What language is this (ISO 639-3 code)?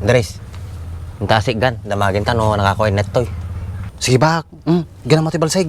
ilo